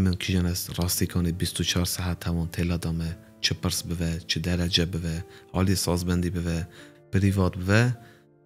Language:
Kurdish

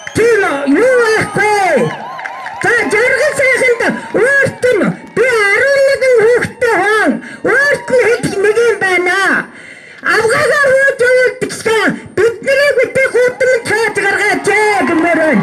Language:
Mongolian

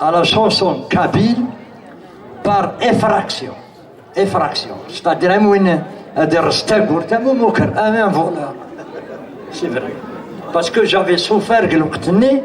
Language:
Kabyle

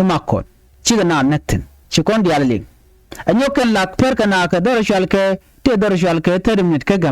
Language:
Nuer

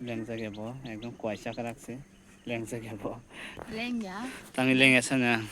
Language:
Kok Borok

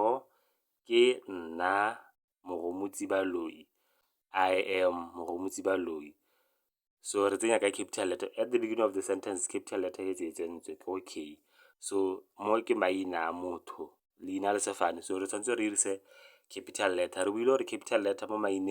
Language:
Tswana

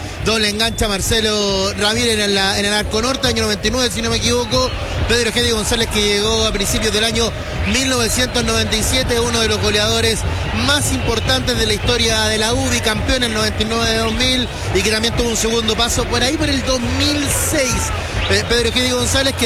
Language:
Spanish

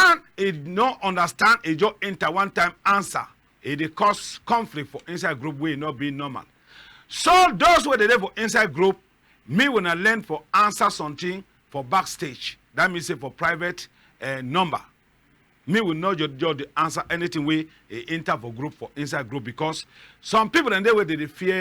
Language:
Cameroon Pidgin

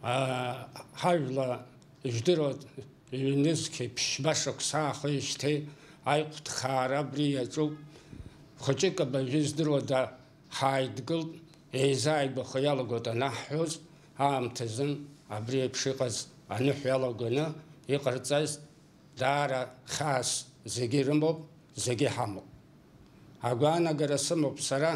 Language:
Abkhazian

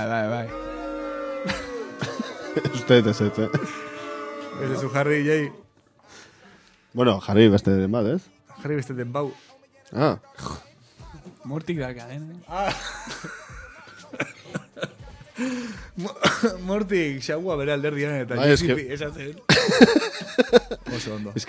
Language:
Basque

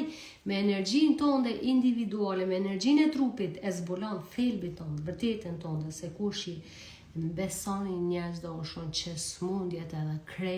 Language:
Albanian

